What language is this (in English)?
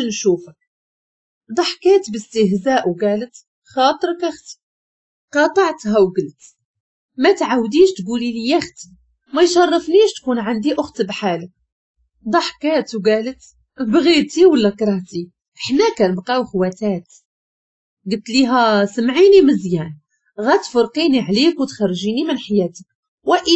Moroccan Arabic